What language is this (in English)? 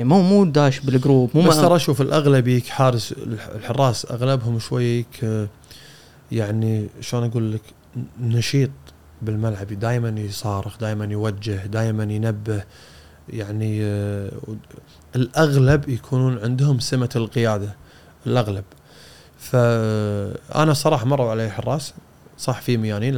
Gulf Arabic